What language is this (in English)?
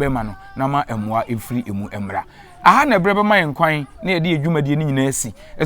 Akan